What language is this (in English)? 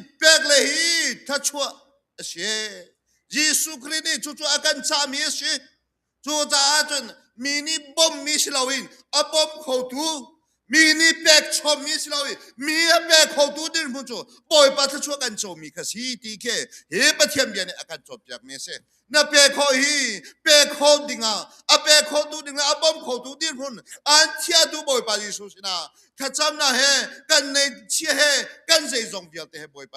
Hakha Chin